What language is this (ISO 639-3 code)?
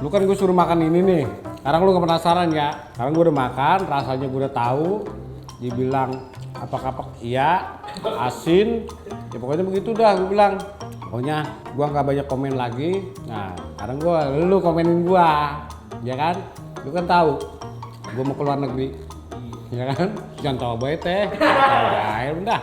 bew